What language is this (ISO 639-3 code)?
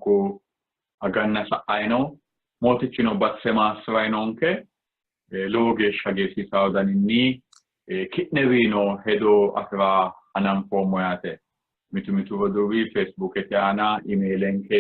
sid